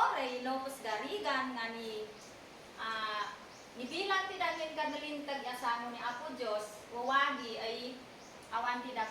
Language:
Isnag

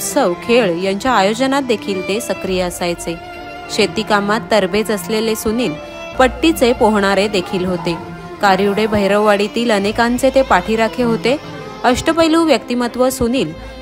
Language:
Marathi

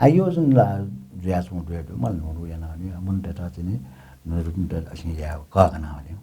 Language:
Newari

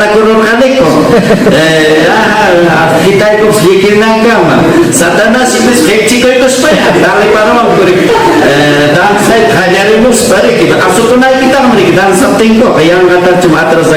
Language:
Ayacucho Quechua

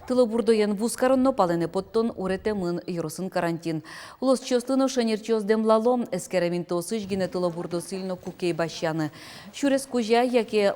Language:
Udmurt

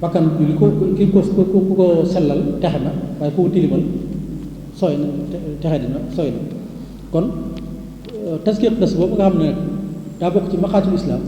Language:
Wolof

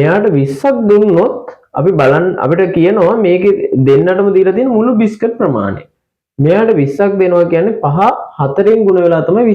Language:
Sinhala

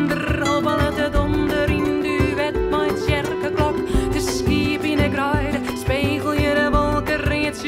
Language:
Western Frisian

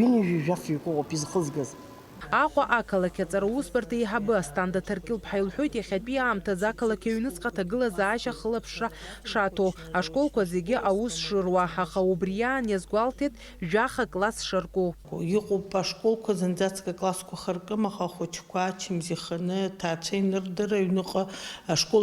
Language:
Abkhazian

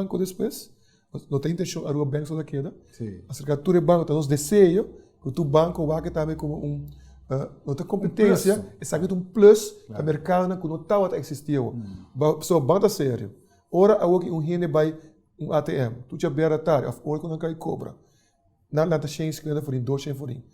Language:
Papiamento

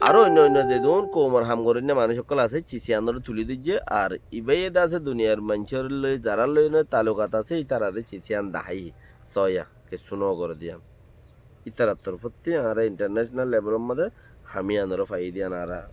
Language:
Rohingya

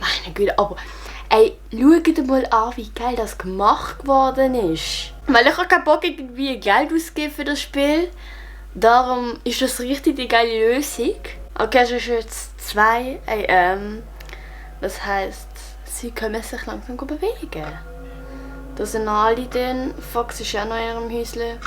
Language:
Swiss German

